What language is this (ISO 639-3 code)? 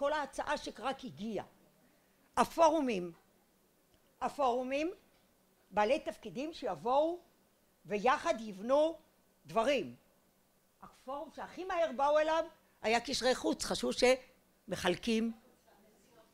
heb